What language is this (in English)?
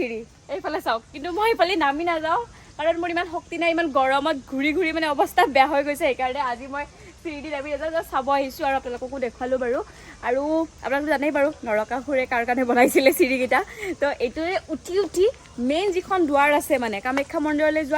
Assamese